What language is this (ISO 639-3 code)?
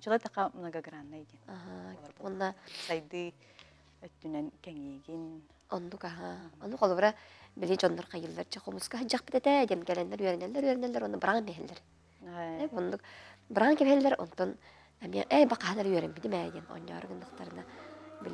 sah